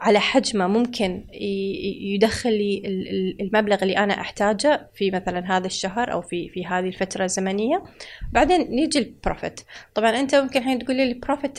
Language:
Gulf Arabic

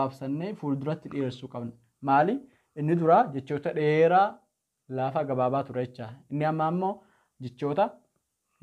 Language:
Oromo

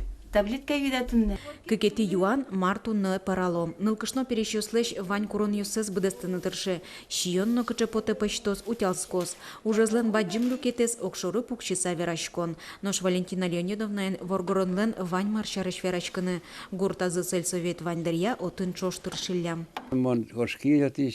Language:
Udmurt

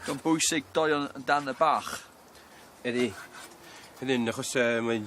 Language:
Welsh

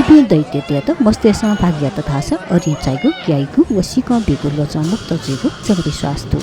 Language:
Newari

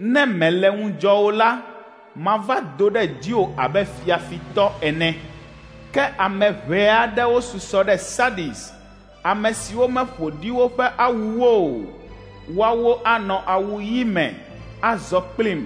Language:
Ewe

